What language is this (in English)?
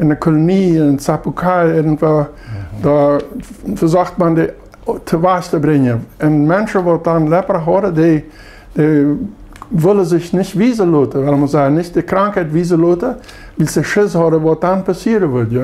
Plautdietsch